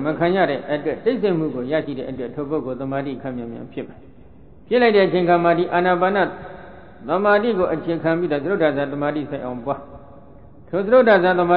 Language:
Burmese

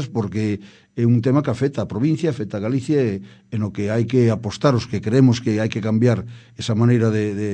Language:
Galician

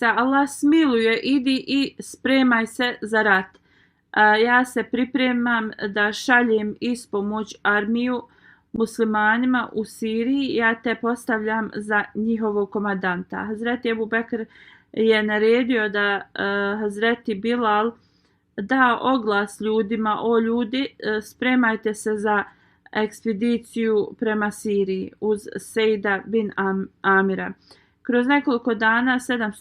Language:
Bosnian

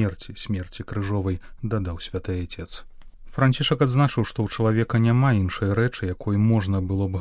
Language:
Belarusian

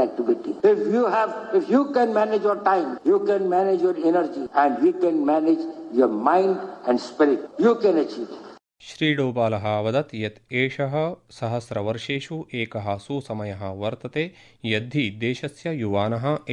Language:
Sanskrit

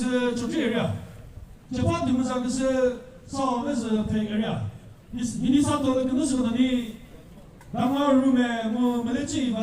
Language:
Chokri Naga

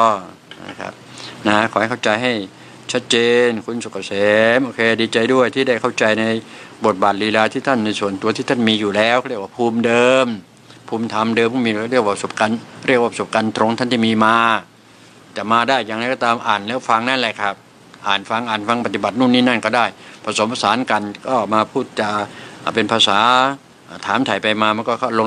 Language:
Thai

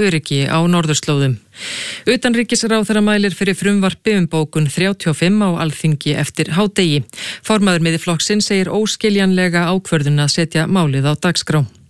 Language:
Icelandic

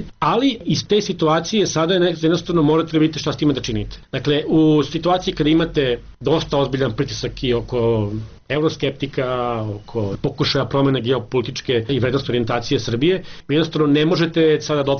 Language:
Serbian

